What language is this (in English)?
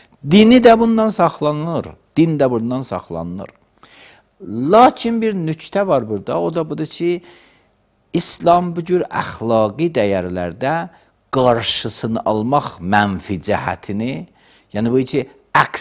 Azerbaijani